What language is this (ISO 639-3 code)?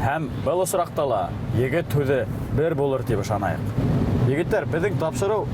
bak